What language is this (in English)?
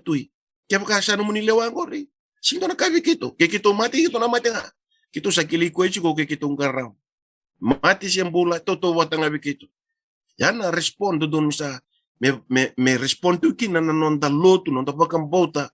Fijian